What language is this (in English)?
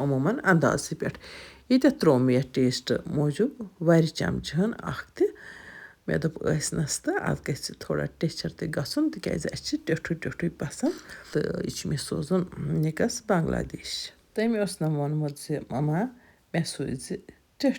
Kashmiri